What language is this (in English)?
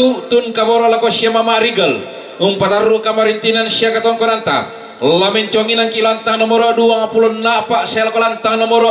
Toraja-Sa'dan